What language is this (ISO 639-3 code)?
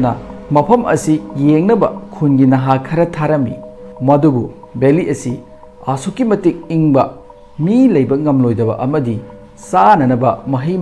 mni